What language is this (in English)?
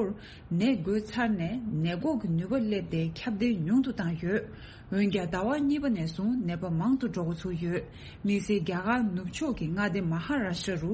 Tibetan